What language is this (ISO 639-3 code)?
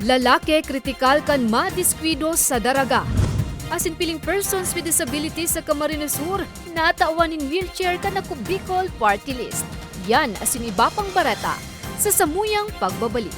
bik